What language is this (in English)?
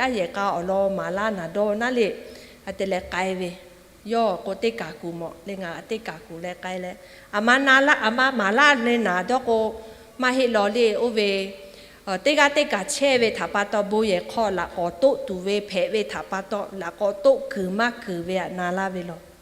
Lahu